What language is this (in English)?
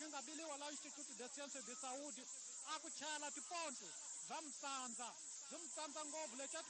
Tsonga